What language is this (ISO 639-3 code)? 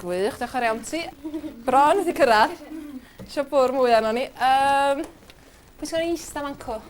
cym